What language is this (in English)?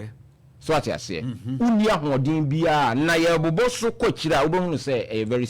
Akan